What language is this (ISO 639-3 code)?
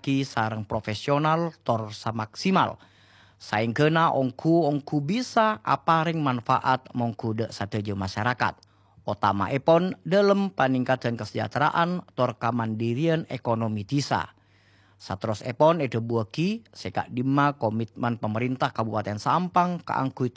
mad